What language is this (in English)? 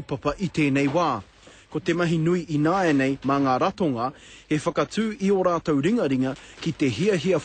Māori